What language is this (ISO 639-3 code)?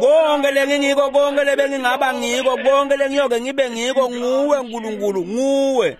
ssw